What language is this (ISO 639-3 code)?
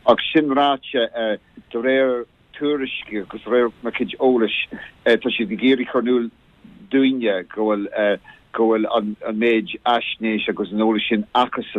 gle